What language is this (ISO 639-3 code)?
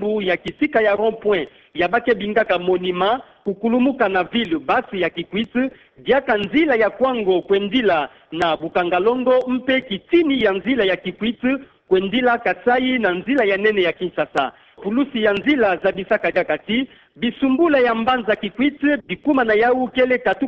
ktu